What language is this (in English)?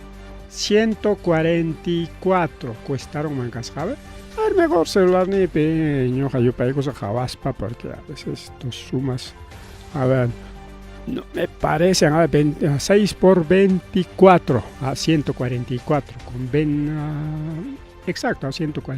Ayacucho Quechua